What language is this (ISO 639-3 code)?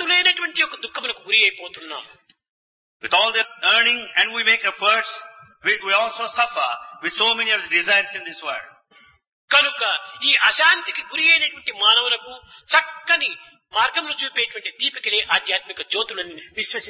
tel